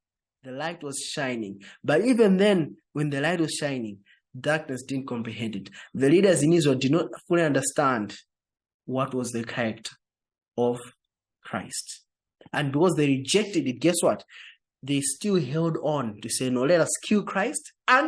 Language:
English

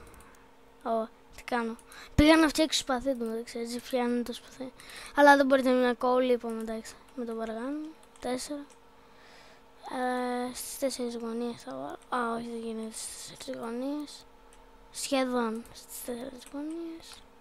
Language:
Greek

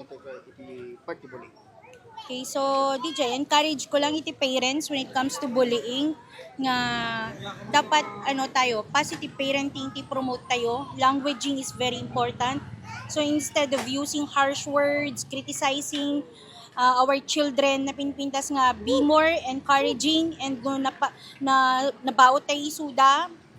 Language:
Iloko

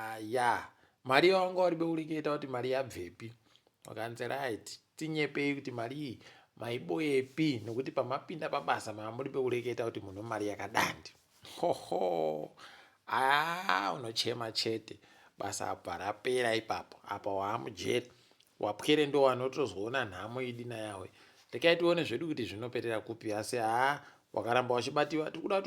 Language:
Ndau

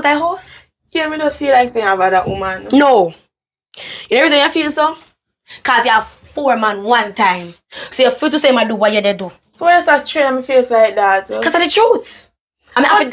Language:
Jamaican Creole English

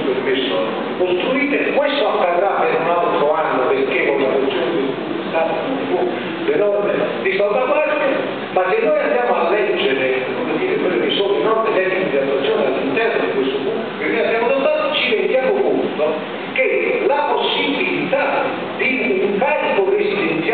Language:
Italian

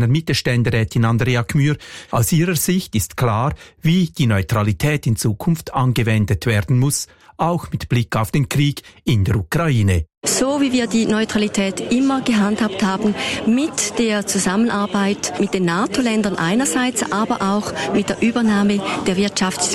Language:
German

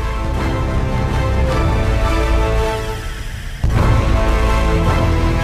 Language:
Indonesian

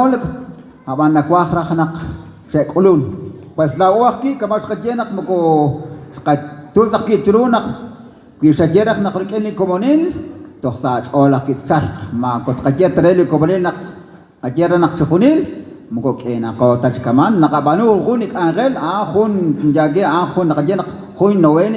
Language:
Kekchí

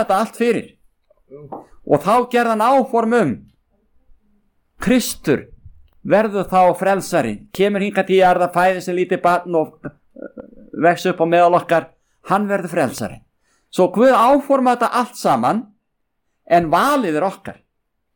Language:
Icelandic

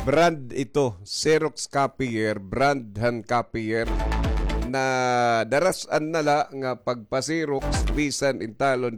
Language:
Waray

